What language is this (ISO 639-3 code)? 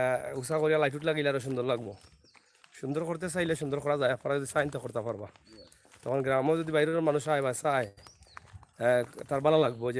syl